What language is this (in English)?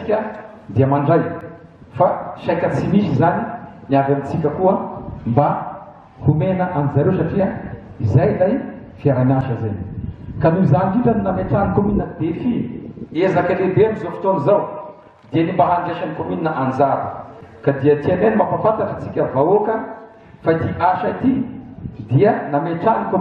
Malagasy